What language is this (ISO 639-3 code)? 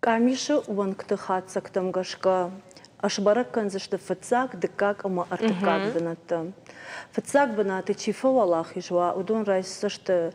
oss